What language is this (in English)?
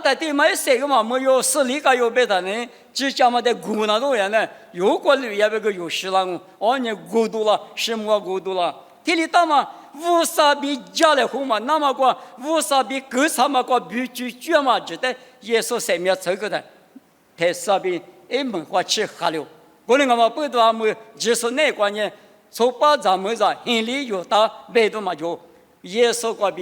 Lisu